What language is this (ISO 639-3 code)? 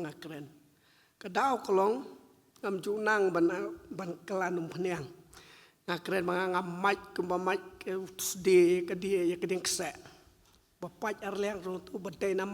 kha